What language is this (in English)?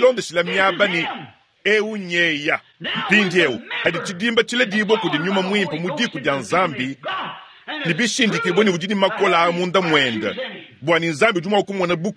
Luba-Lulua